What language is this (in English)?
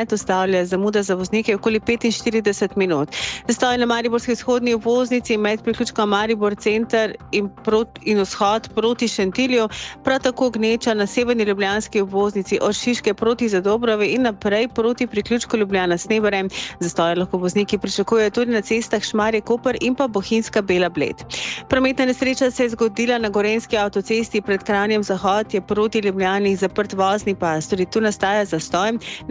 Slovenian